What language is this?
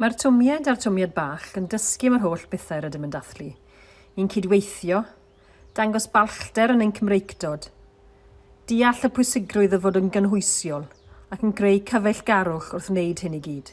Welsh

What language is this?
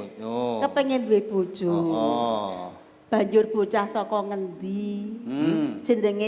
Javanese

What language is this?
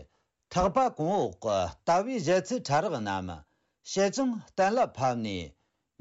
Tibetan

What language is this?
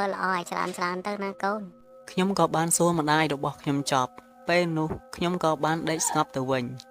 Khmer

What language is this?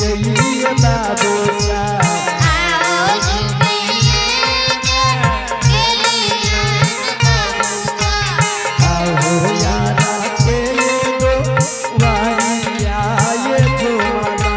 Angika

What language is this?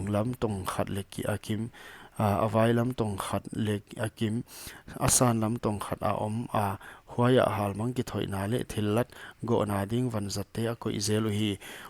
Paite Chin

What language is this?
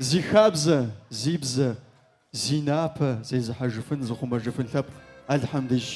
Kabardian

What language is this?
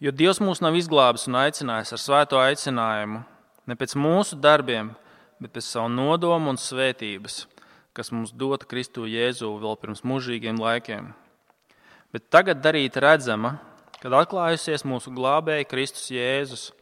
Latvian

